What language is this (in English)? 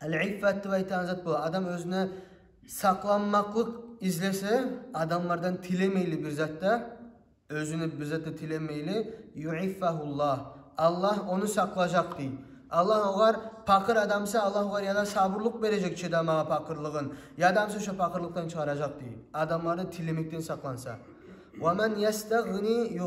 Kumyk